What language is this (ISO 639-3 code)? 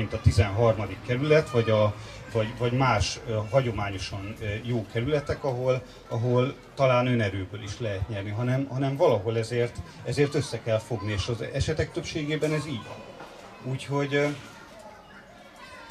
hun